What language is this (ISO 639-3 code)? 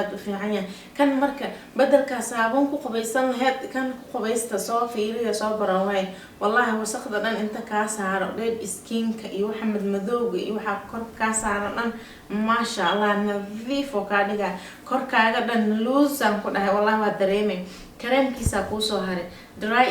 som